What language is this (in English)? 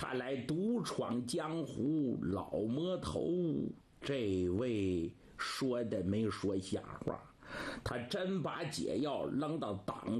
Chinese